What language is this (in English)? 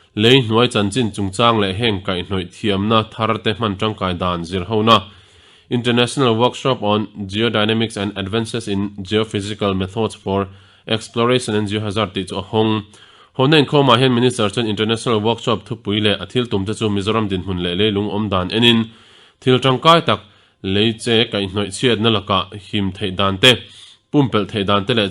Mizo